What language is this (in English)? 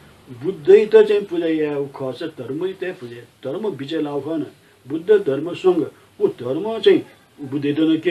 Newari